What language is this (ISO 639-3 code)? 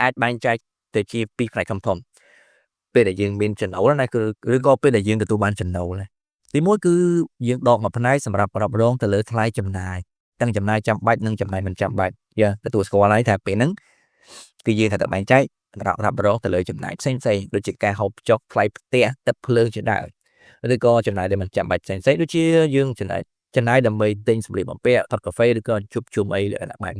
khm